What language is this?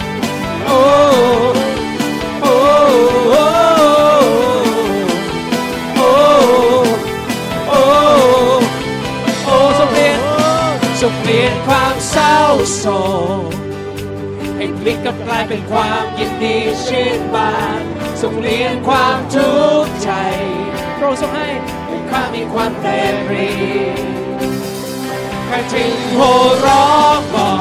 Thai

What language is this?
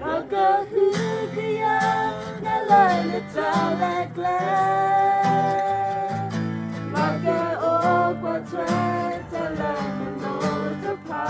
S'gaw Karen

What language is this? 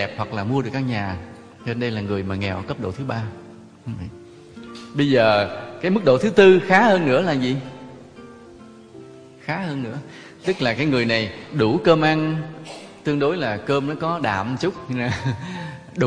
Vietnamese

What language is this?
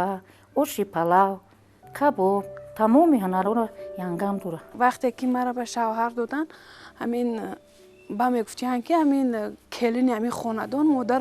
Tajik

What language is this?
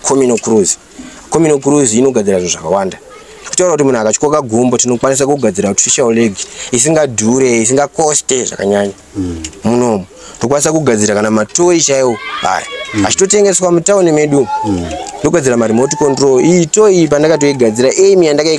Shona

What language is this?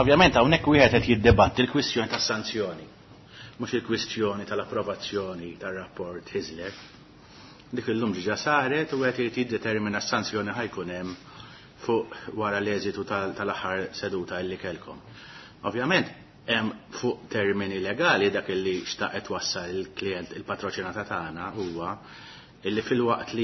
Maltese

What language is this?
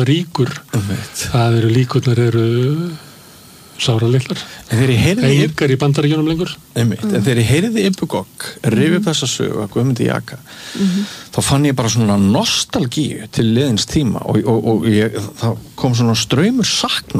Icelandic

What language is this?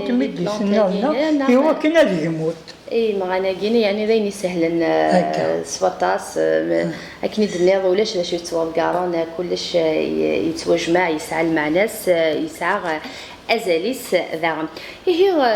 Kabyle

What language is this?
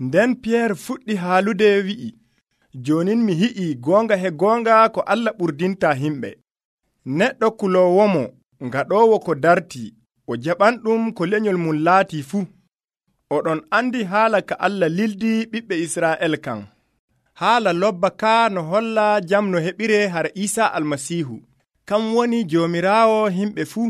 Nigerian Fulfulde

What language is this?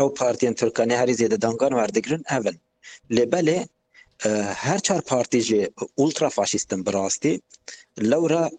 Kurdish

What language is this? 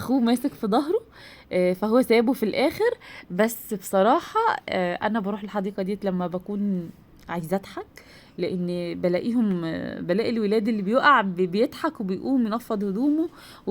Egyptian Arabic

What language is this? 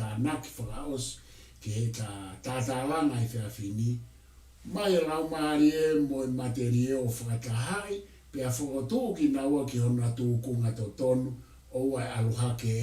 Tongan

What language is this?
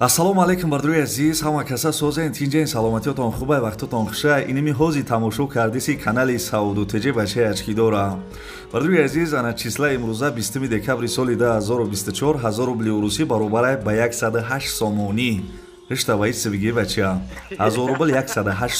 Tajik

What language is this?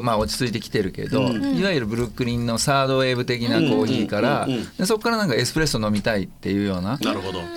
Japanese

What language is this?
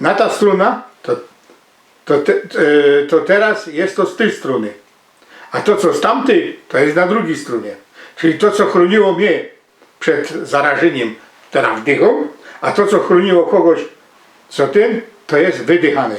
Silesian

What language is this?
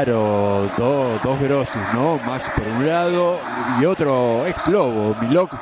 Spanish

